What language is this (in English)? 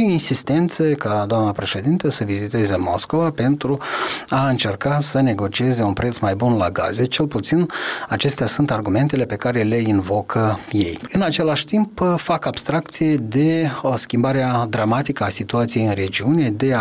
Romanian